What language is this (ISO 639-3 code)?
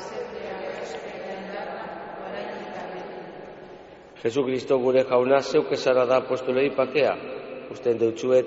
eus